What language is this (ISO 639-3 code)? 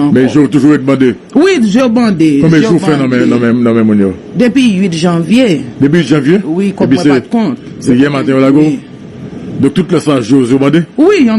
hat